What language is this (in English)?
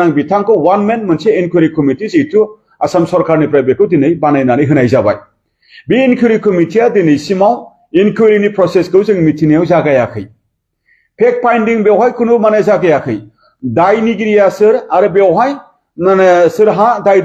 Bodo